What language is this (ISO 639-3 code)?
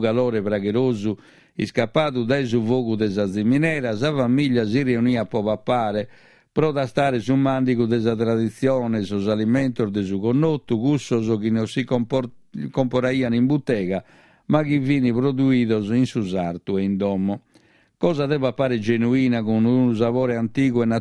srd